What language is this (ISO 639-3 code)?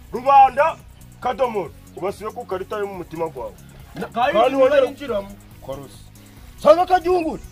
kin